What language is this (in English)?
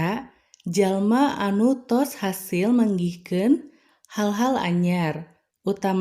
Sundanese